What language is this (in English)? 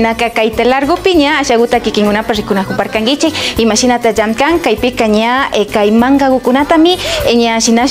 Imbabura Highland Quichua